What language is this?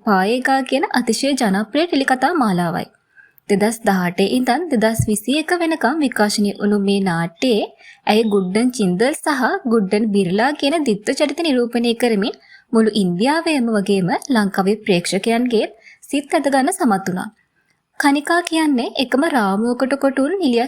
Sinhala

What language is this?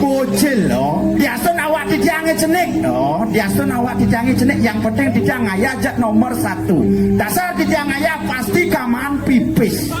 Balinese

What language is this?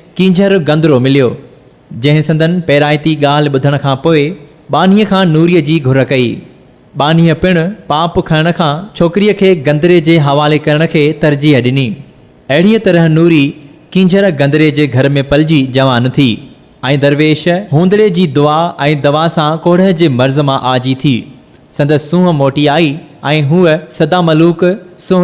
Sindhi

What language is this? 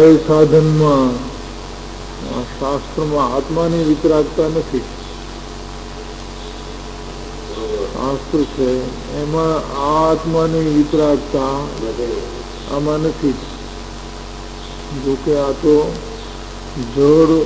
Gujarati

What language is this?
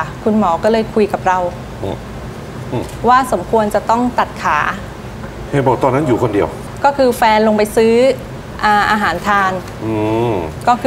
Thai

